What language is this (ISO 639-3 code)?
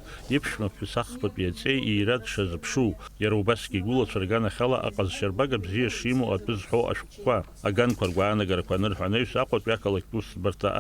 abk